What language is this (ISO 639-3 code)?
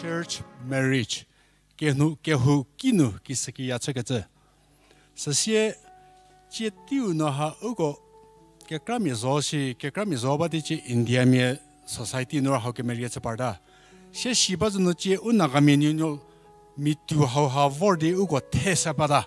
njm